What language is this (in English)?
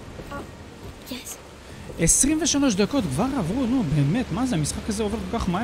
Hebrew